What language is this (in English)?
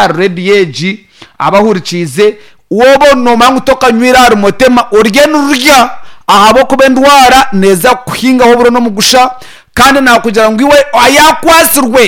Nyankole